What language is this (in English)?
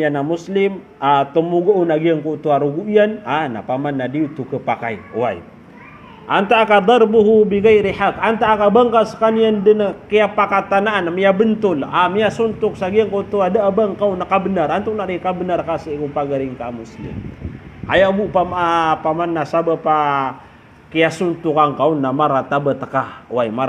Maranao